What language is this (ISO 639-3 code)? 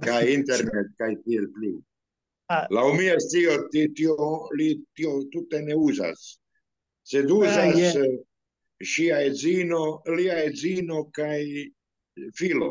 epo